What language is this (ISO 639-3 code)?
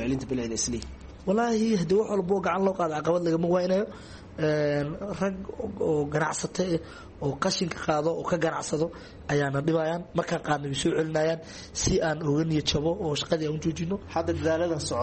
som